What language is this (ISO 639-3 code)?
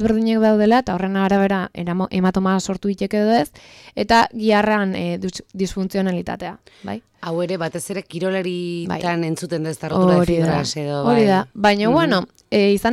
eus